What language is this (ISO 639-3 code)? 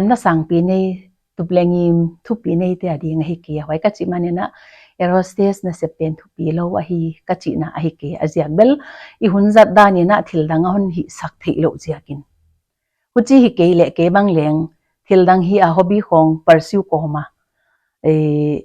pck